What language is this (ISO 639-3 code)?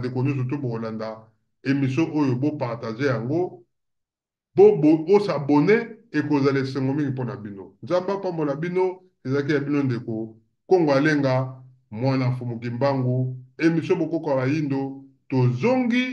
lin